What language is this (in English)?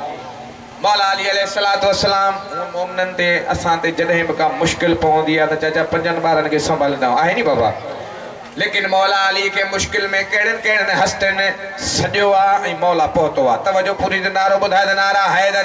Sindhi